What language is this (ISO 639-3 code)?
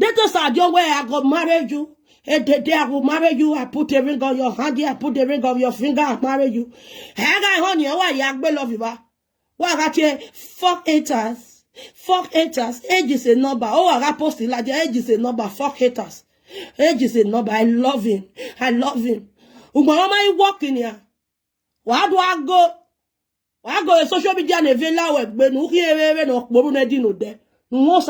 pcm